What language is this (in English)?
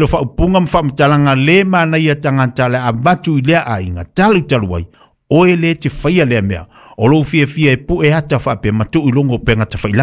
Samoan